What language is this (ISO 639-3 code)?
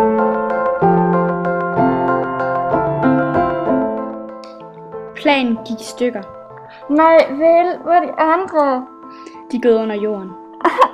dan